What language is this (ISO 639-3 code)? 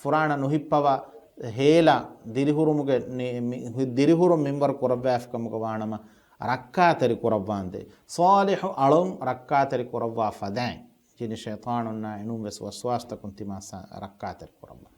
div